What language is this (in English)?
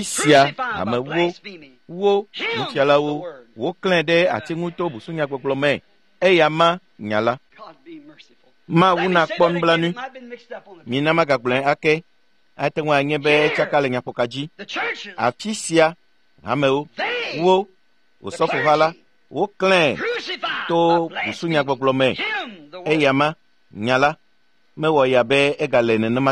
Ewe